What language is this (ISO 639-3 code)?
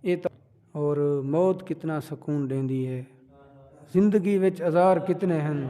skr